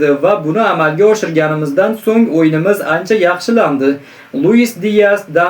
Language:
Uzbek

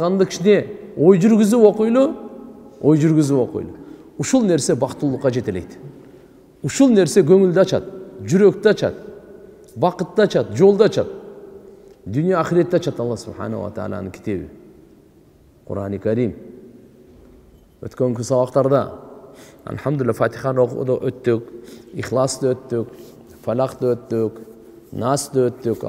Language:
Kyrgyz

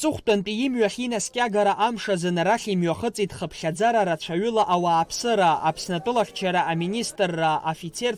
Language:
Abkhazian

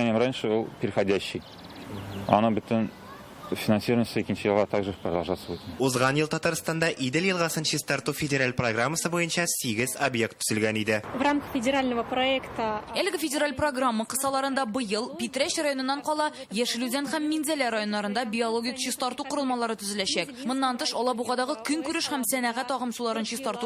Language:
Tatar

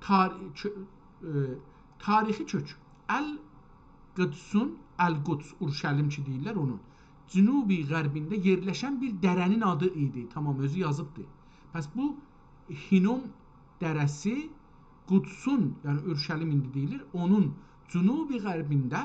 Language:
South Azerbaijani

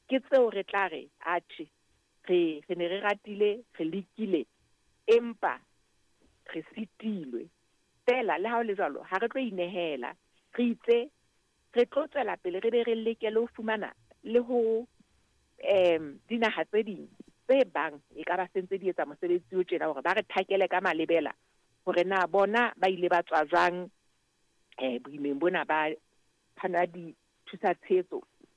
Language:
Southern Sotho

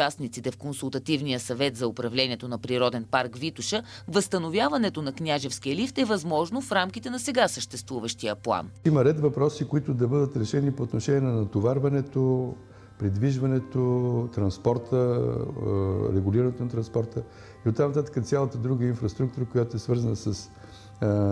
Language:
Bulgarian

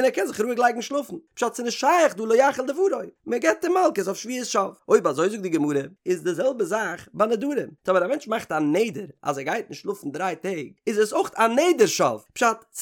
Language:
Yiddish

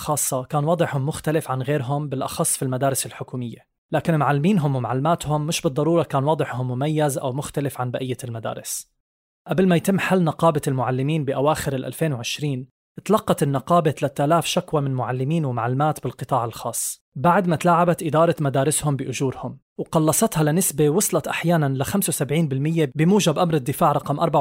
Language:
North Levantine Arabic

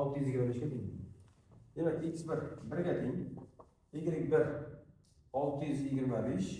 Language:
Uzbek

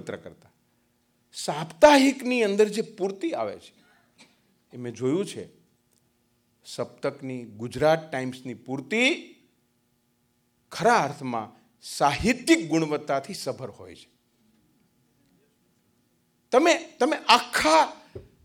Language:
Gujarati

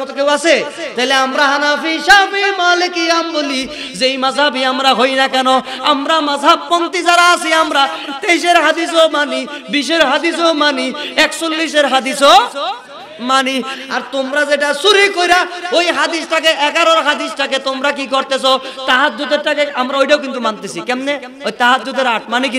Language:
Bangla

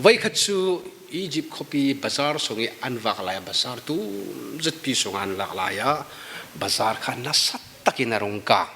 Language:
Falam Chin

